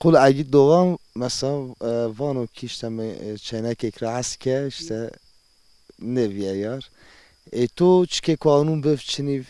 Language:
Zaza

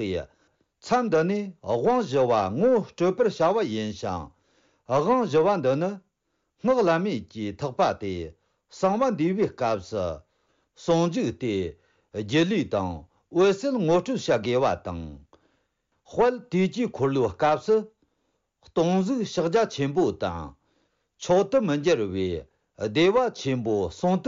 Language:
Tibetan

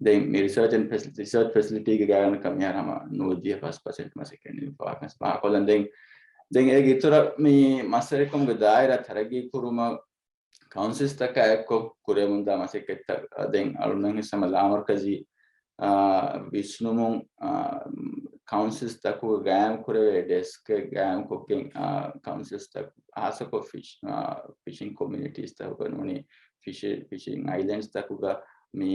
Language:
Divehi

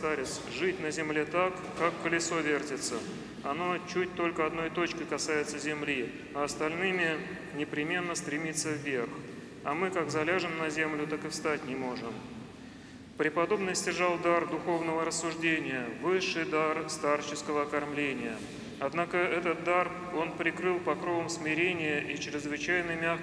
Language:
Russian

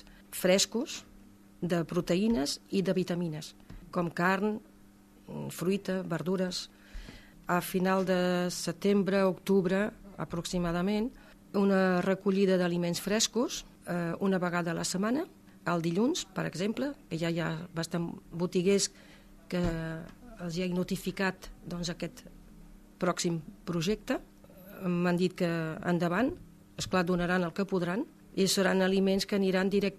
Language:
Catalan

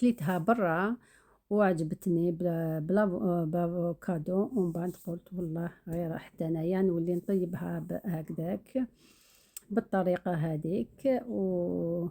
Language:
Algerian Arabic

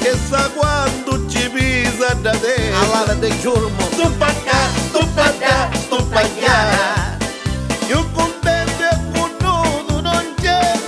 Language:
Neapolitan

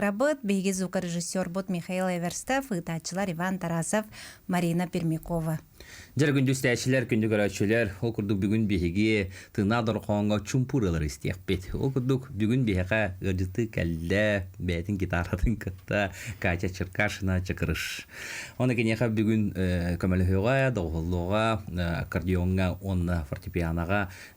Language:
Yakut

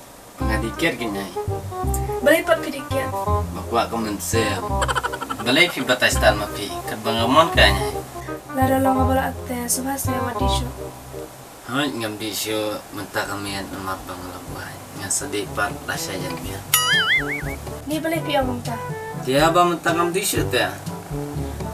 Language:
Malay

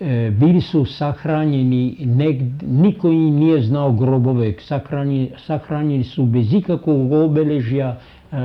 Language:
Serbian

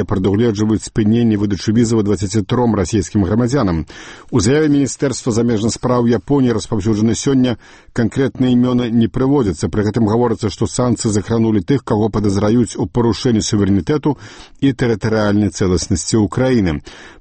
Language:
Belarusian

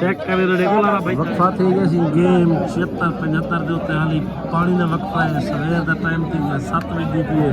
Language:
Saraiki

